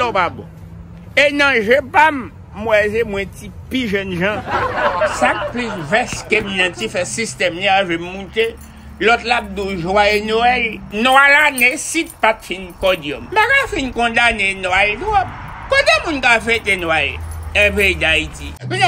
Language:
Haitian Creole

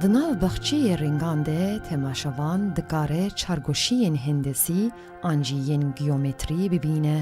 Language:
Kurdish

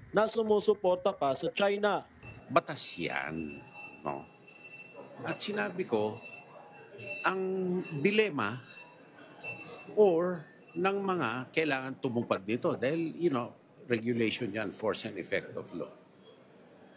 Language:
Filipino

